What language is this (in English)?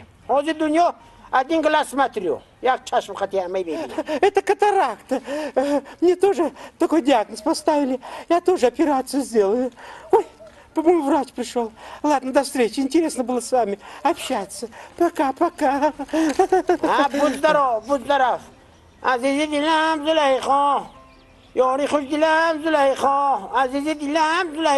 Tajik